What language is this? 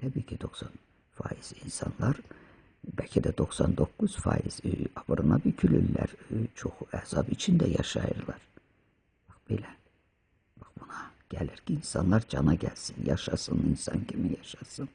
Azerbaijani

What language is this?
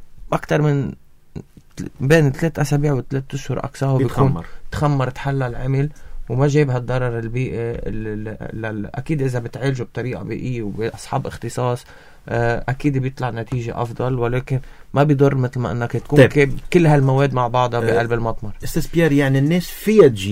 North Levantine Arabic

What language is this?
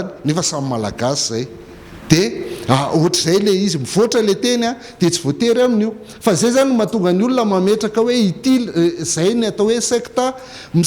Malagasy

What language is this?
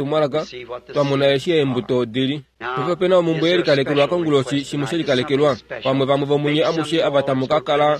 Kuanyama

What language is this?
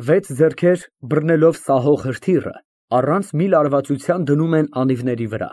Armenian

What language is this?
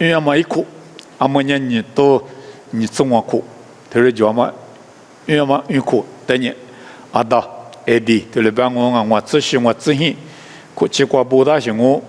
Lisu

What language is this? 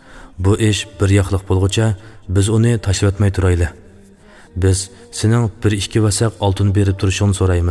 Uyghur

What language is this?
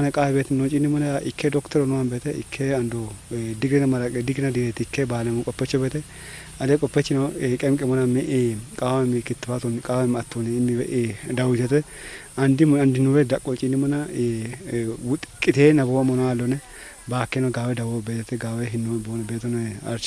Kafa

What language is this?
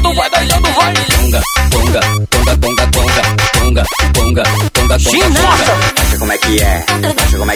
Portuguese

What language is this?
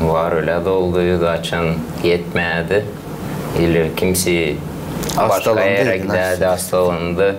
Gagauz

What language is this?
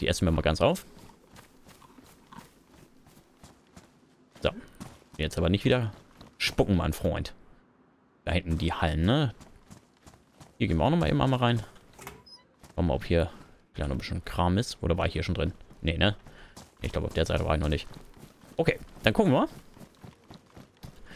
German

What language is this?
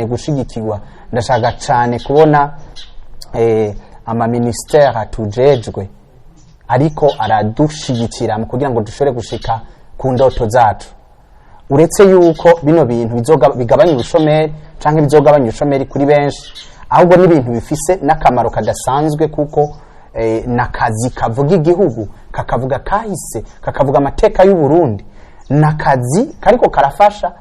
Rundi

